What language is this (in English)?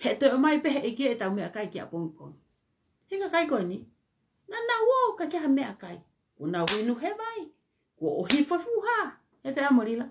Tongan